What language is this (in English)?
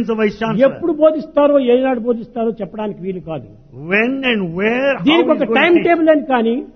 Telugu